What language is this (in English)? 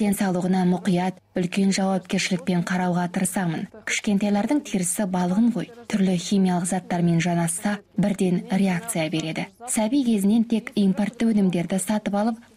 Kazakh